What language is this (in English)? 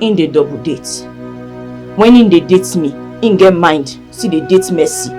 Nigerian Pidgin